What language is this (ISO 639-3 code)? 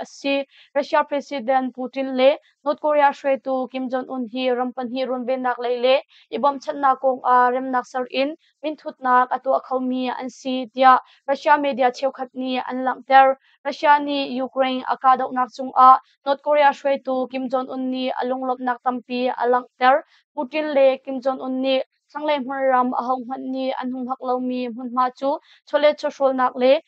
cnh